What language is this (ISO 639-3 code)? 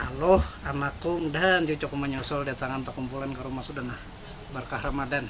bjn